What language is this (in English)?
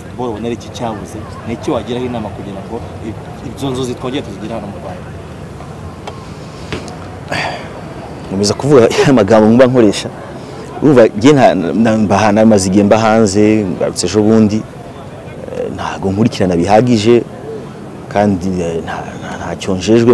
Kinyarwanda